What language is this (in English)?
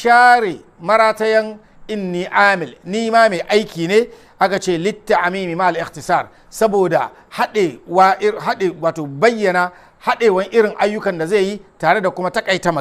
Hausa